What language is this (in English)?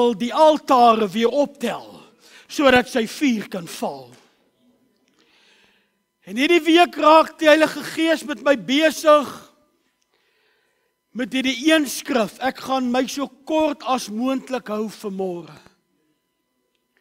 Afrikaans